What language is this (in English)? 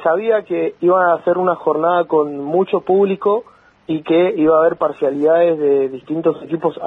Spanish